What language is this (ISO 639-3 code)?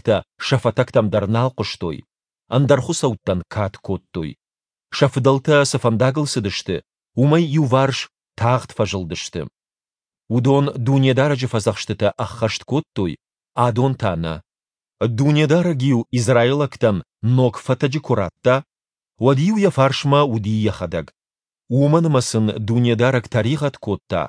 oss